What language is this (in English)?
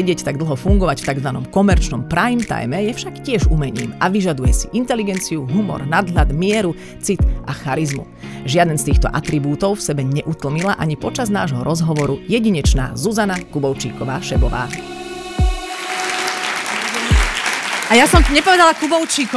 Slovak